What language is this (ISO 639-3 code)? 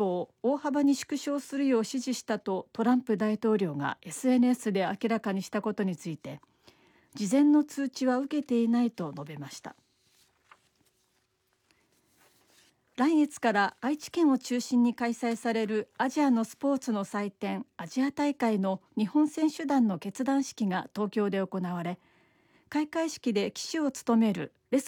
jpn